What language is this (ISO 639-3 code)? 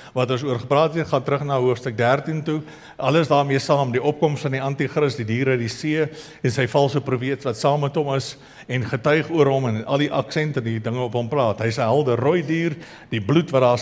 afr